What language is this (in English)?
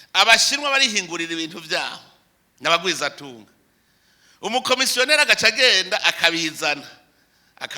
Rundi